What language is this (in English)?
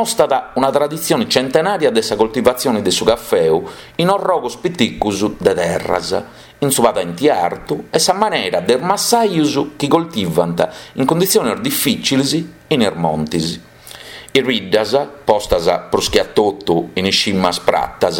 Sardinian